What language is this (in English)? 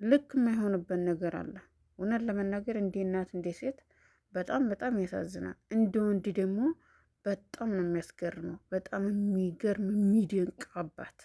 Amharic